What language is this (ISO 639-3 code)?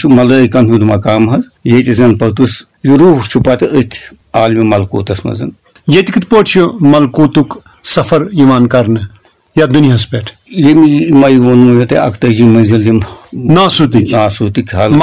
kas